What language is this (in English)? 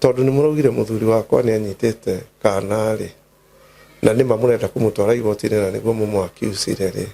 Kikuyu